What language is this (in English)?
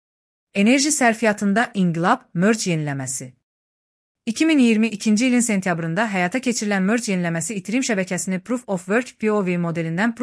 Azerbaijani